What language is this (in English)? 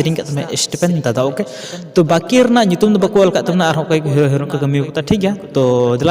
Santali